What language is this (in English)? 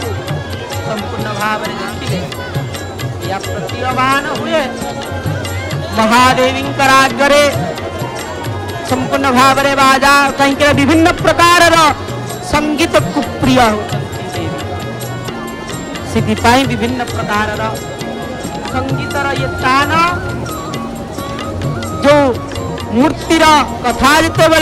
Odia